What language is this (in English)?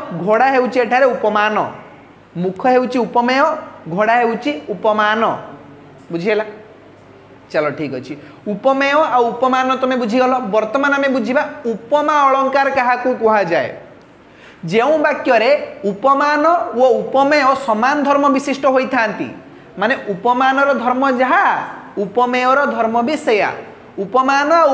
Odia